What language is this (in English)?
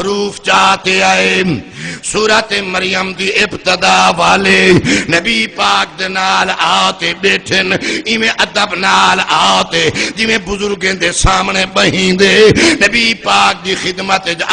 Saraiki